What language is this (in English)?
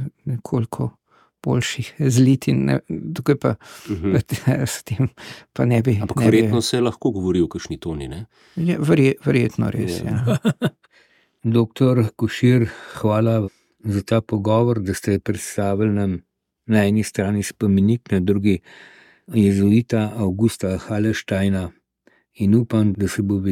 Slovenian